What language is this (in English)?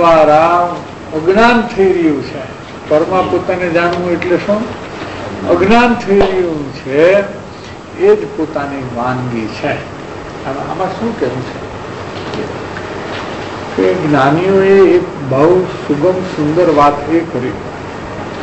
Gujarati